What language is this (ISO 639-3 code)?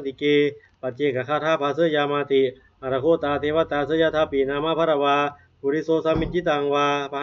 pli